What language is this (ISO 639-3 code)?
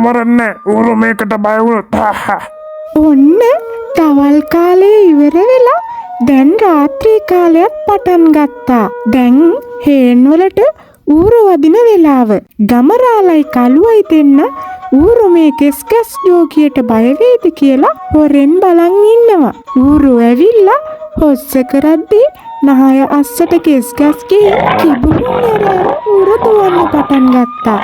sin